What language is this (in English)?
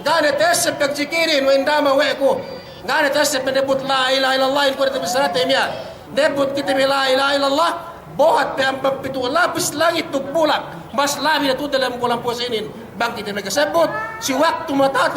Yakan